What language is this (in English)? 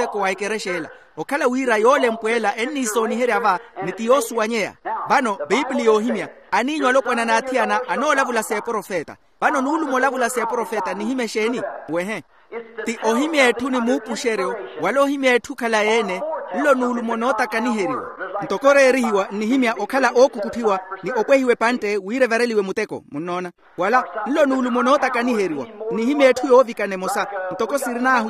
Makhuwa